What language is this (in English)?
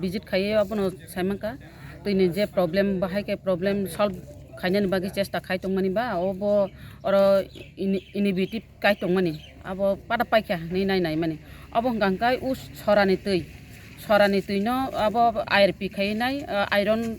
Kok Borok